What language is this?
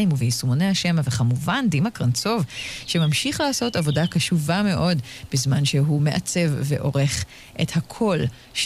Hebrew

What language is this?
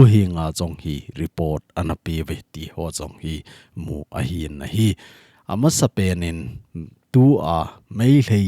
Thado Chin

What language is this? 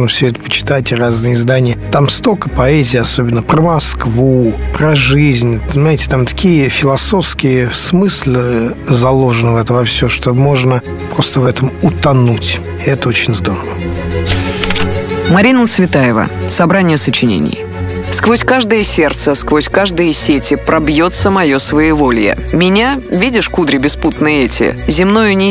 Russian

